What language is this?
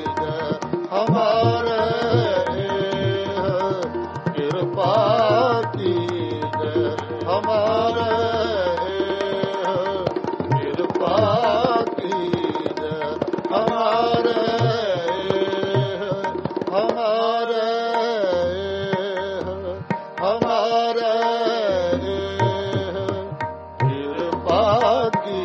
Punjabi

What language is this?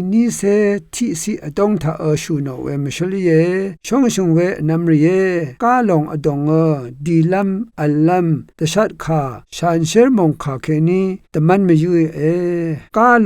Rawang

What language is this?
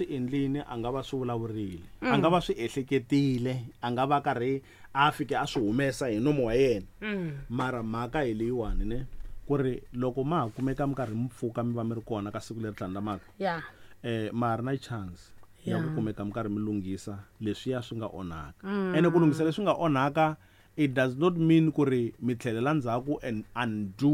Tsonga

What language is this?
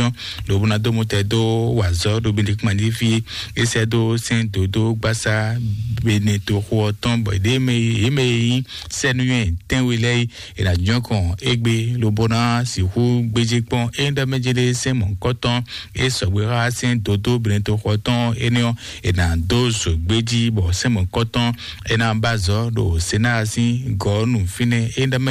Fon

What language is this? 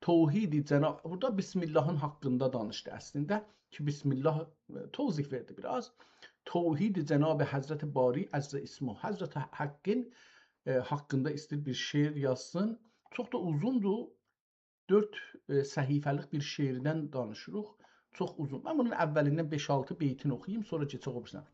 South Azerbaijani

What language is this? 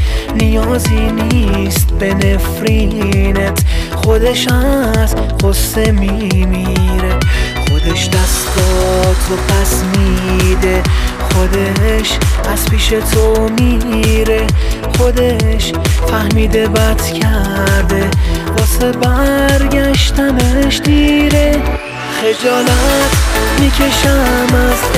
Persian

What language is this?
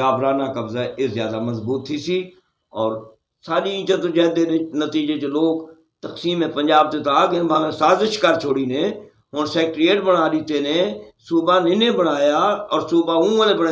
Western Panjabi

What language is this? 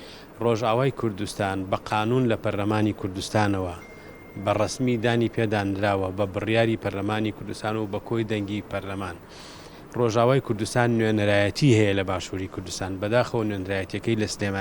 Central Kurdish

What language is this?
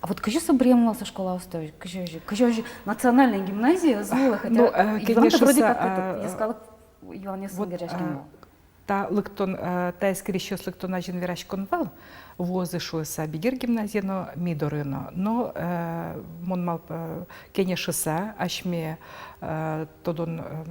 Udmurt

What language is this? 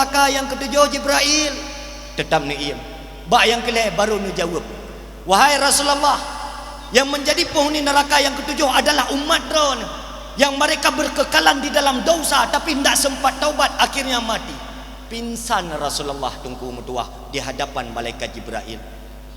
Achinese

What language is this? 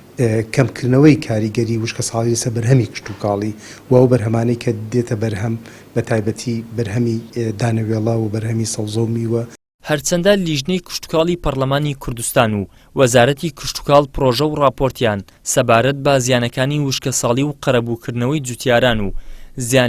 Central Kurdish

